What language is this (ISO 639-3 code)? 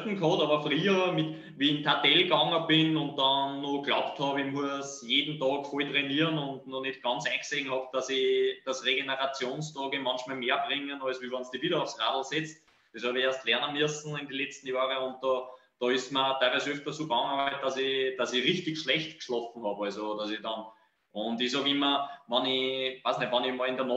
deu